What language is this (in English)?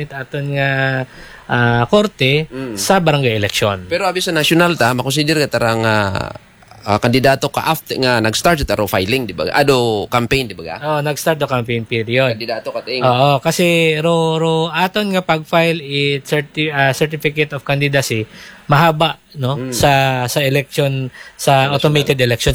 Aklanon